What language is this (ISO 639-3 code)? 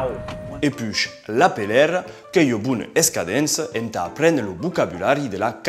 oci